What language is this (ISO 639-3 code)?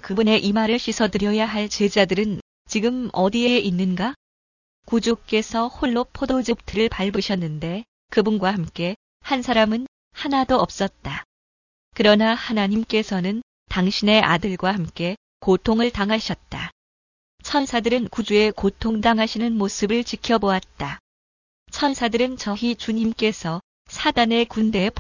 kor